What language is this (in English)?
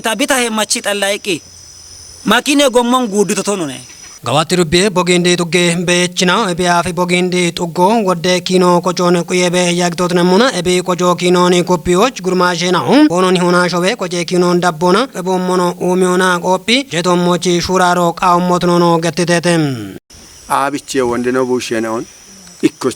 Kafa